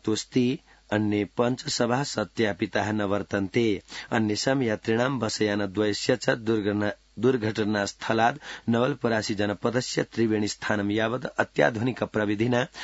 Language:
Sanskrit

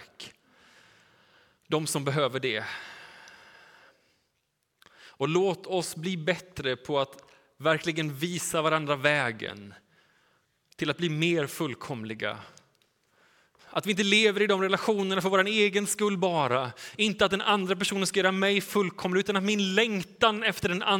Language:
Swedish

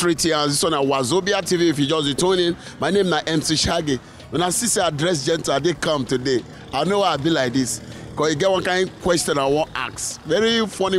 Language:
Nigerian Pidgin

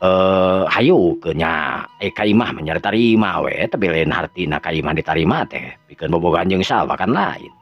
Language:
Sundanese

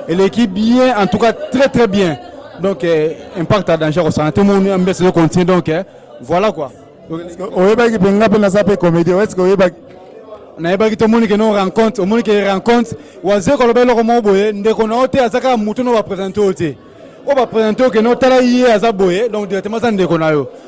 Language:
Lingala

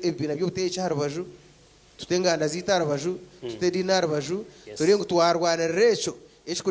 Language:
Nyankole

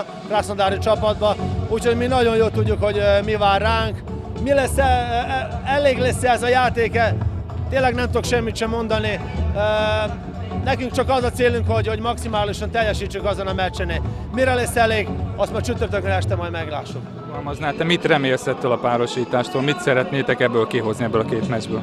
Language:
Hungarian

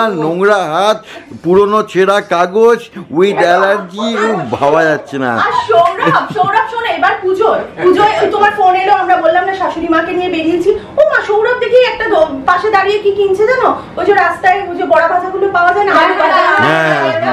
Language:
Bangla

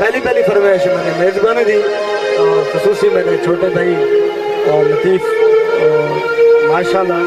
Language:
Saraiki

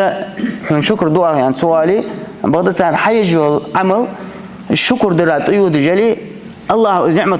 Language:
Ingush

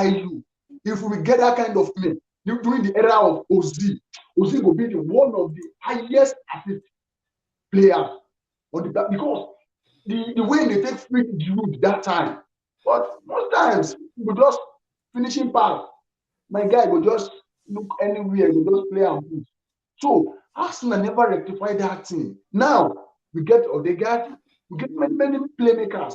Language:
Nigerian Pidgin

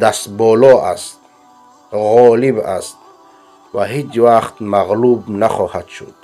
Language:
Persian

